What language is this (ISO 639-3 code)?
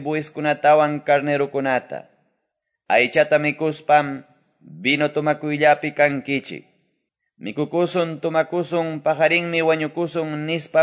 que